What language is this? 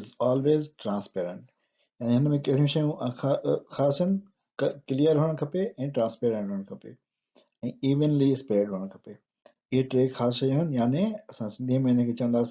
Sindhi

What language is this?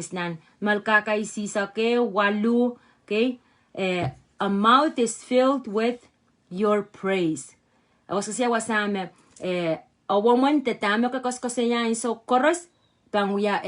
Pohnpeian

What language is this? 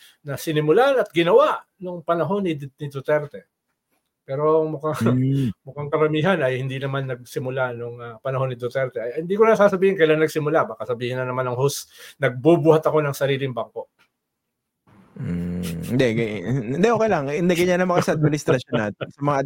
Filipino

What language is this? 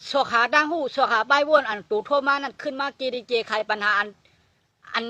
Shan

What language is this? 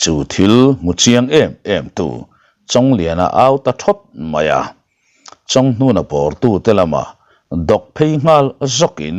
Mizo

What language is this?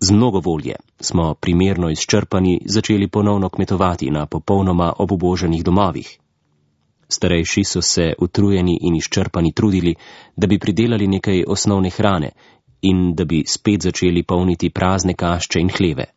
Slovenian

